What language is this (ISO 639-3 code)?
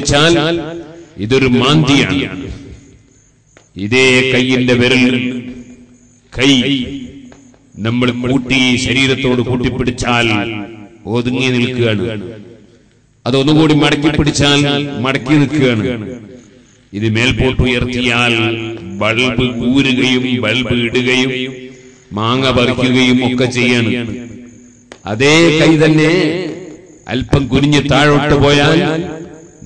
mal